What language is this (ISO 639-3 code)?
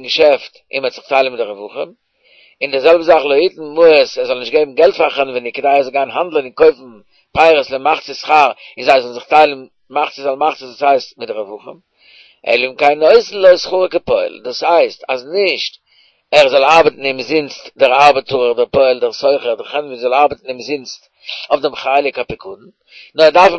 yid